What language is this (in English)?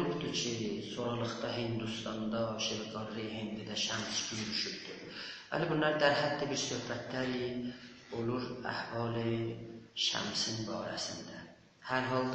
South Azerbaijani